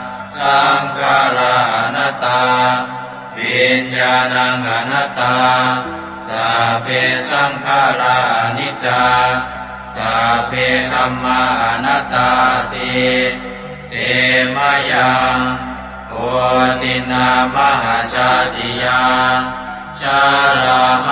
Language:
Pali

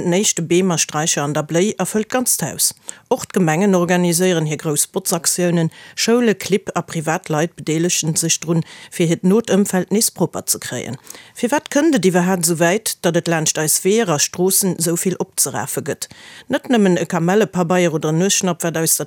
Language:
Luxembourgish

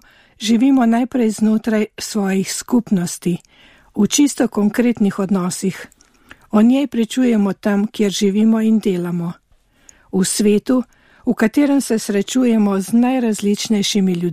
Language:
Slovenian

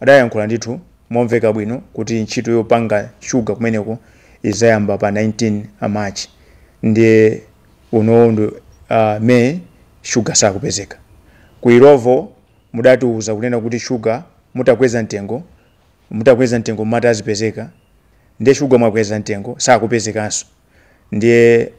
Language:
Nyanja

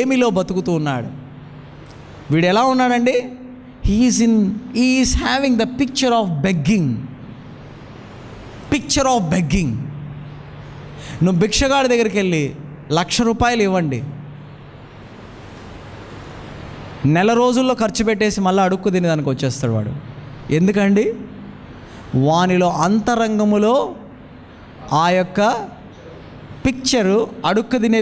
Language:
Telugu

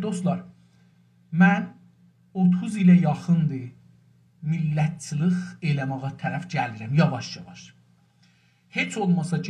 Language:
South Azerbaijani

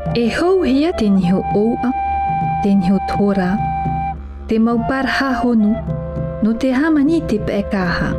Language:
Tahitian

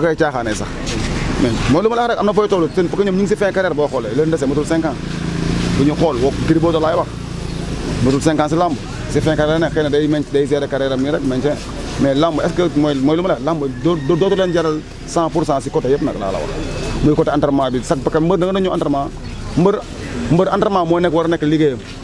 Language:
Wolof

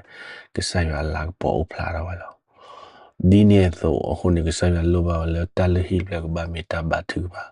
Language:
S'gaw Karen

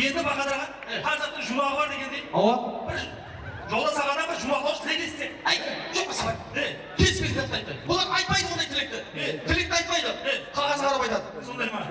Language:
Kara-Kalpak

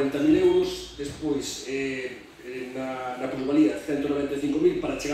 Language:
Galician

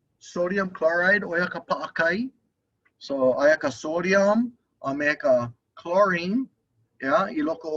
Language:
Hawaiian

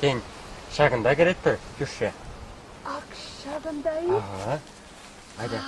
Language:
Chuvash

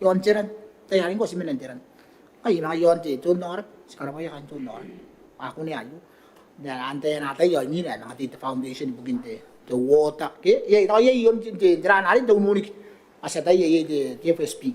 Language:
Gilbertese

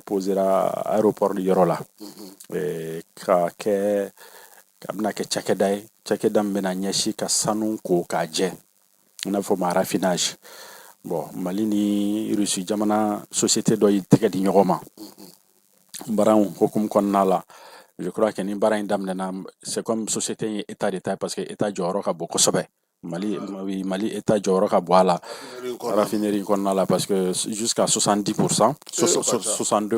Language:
Bambara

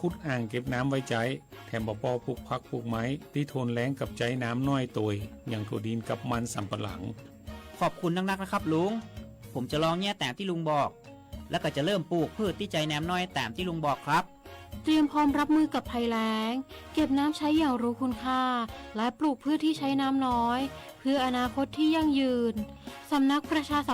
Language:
Lahu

